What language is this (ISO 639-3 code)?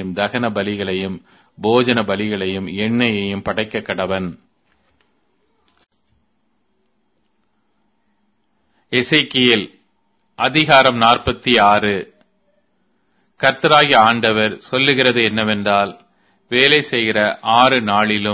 tam